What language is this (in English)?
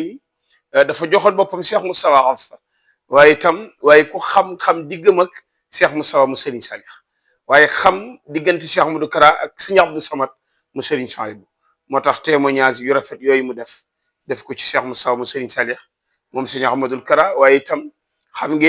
Wolof